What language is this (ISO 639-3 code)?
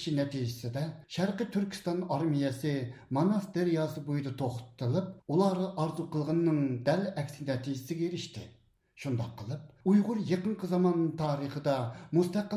uig